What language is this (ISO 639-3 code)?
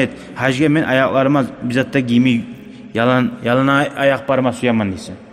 kum